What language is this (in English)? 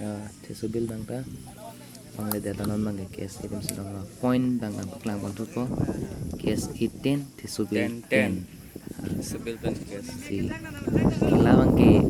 Karbi